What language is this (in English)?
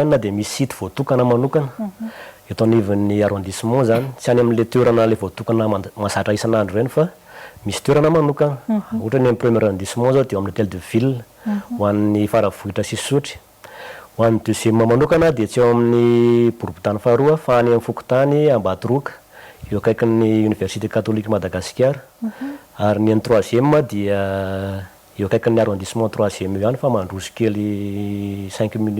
Malagasy